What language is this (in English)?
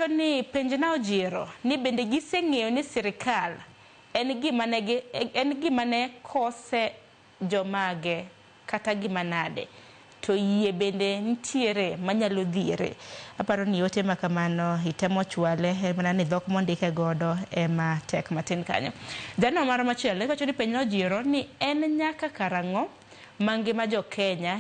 Luo (Kenya and Tanzania)